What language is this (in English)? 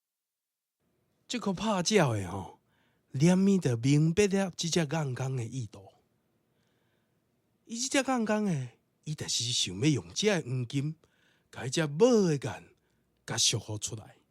Min Nan Chinese